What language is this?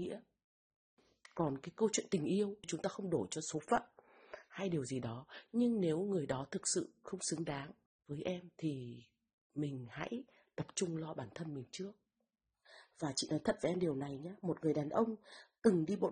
Vietnamese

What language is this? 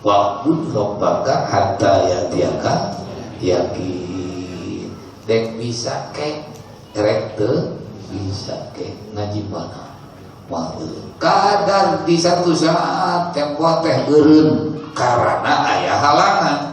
Sundanese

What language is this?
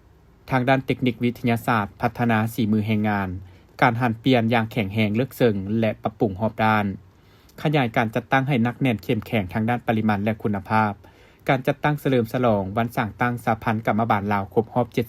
Lao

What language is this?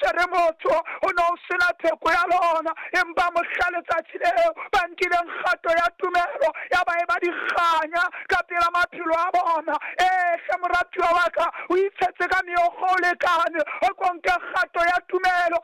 Southern Sotho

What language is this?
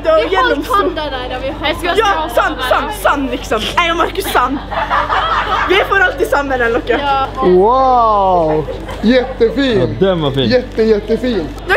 Norwegian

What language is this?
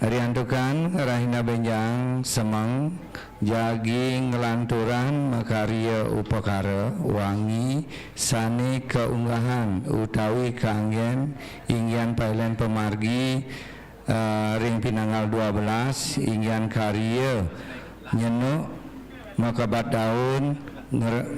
Balinese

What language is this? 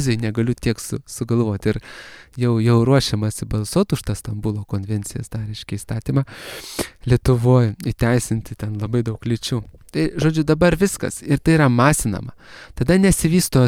Lithuanian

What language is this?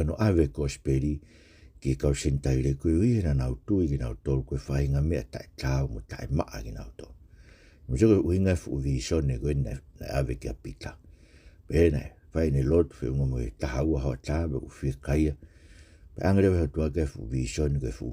Tongan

